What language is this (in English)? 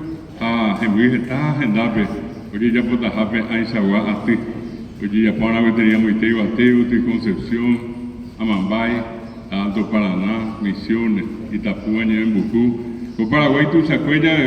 Guarani